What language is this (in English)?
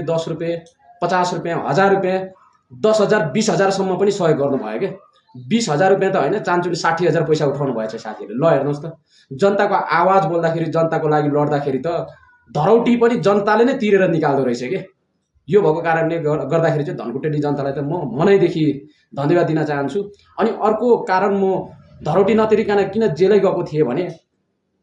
Nepali